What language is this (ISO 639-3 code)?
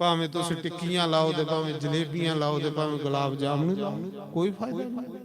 doi